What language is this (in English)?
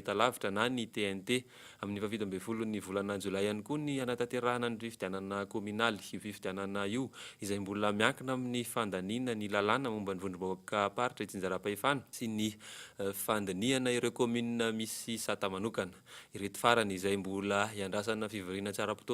Malagasy